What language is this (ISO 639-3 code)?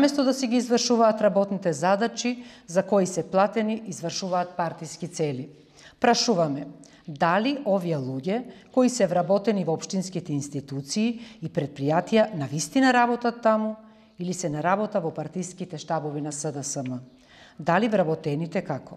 mkd